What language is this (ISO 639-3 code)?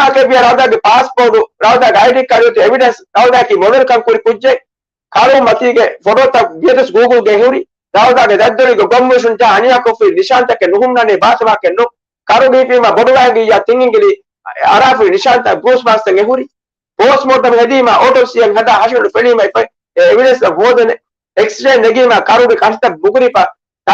div